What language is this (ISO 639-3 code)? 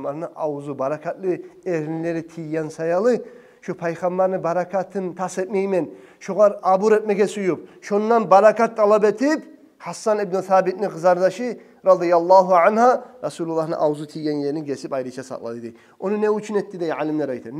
kum